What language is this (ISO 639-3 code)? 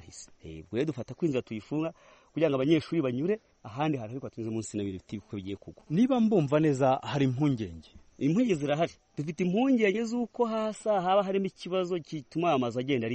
kin